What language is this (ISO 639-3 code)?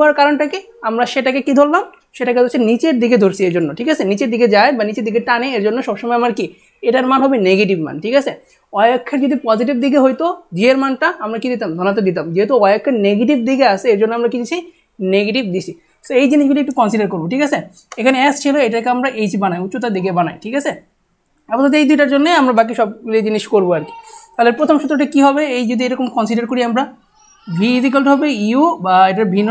ben